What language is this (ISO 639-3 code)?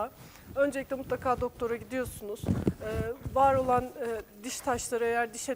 tur